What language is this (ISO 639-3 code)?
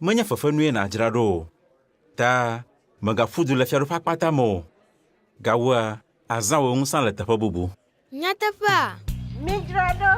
ewe